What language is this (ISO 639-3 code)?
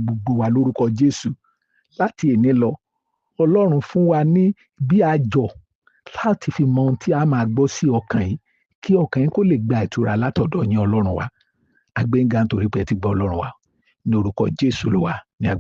yor